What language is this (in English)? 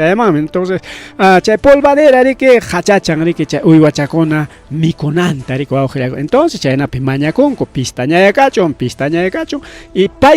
Ayacucho Quechua